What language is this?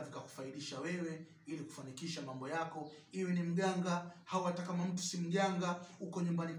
Swahili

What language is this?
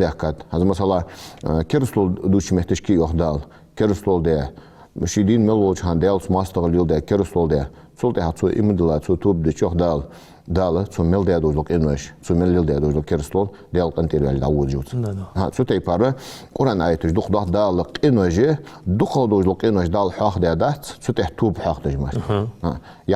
Ingush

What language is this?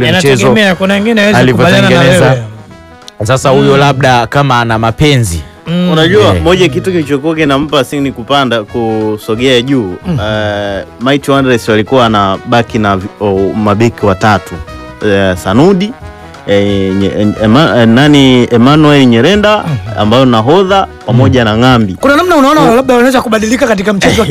Swahili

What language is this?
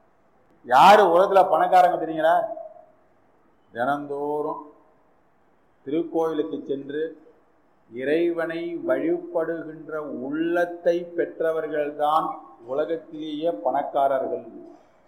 Tamil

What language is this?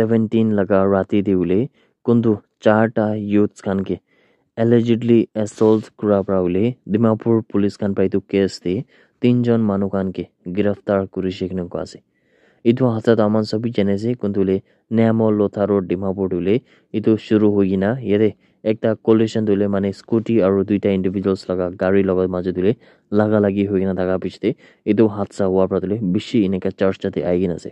Naga Pidgin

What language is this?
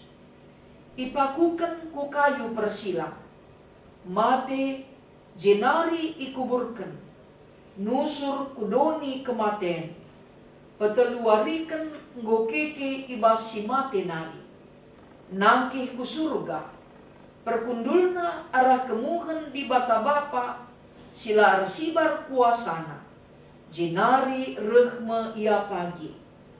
Batak Karo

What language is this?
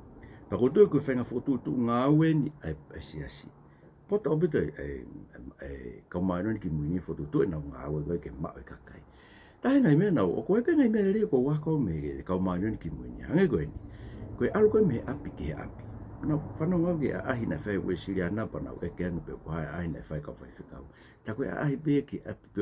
Tongan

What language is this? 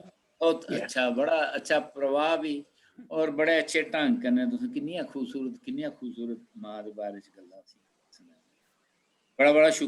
Dogri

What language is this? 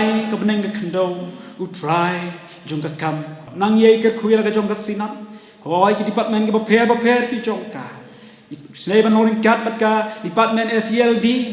Khasi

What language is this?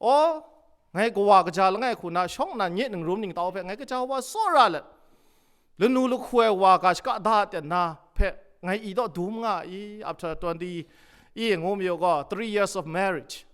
Kachin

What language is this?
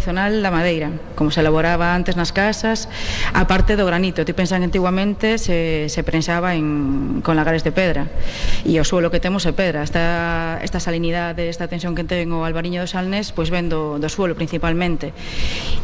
Galician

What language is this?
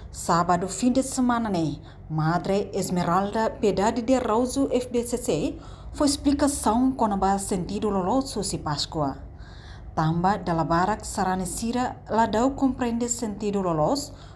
Tetum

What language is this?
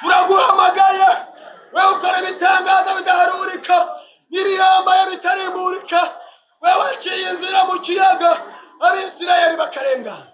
Rundi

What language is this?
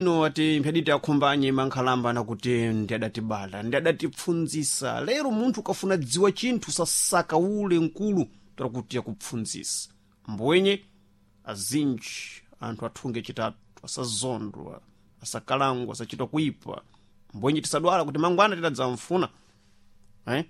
Sena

